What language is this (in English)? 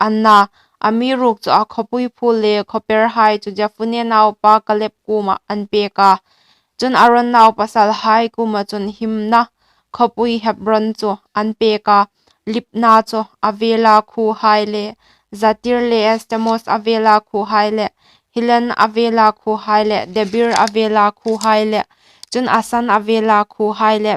Hmar